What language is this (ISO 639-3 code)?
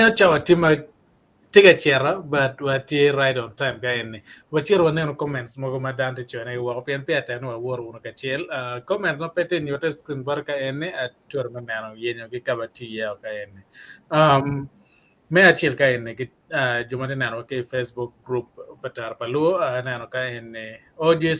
ach